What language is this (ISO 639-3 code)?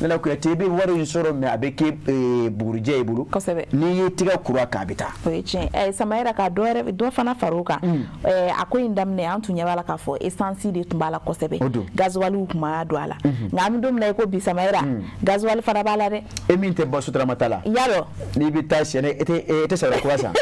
bam